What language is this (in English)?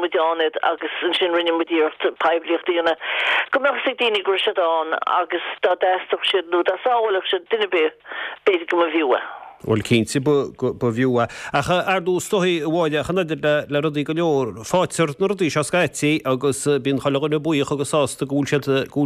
Irish